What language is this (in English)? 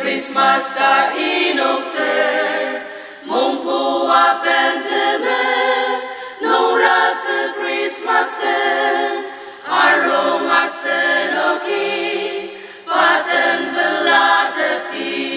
Ao Naga